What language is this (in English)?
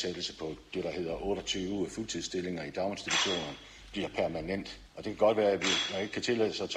Danish